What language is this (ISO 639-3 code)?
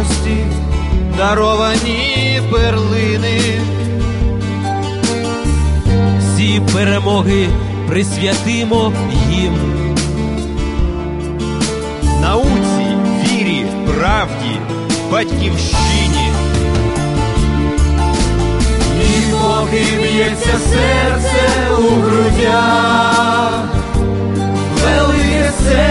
ukr